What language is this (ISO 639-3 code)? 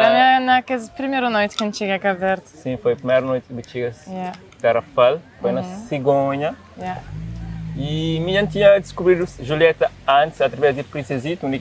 kea